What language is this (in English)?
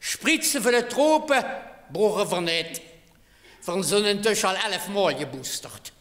Limburgish